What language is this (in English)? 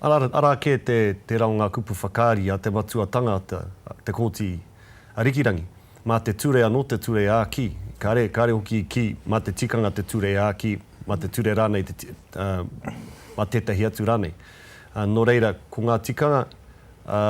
Māori